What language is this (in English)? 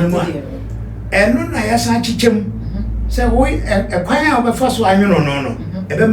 Akan